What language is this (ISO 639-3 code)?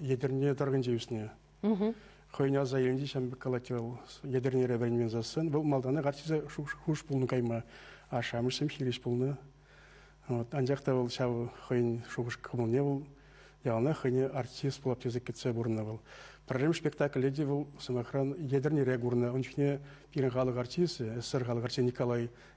chv